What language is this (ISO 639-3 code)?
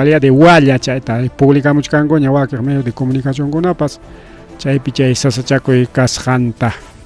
quy